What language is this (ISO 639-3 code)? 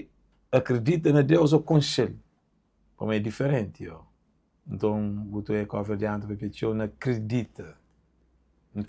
kea